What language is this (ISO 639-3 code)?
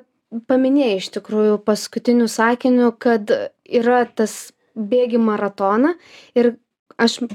lit